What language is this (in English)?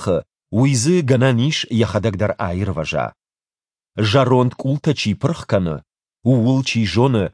Ossetic